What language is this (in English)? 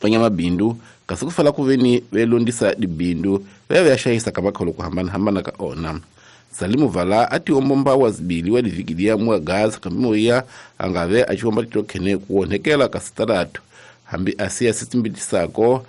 Tsonga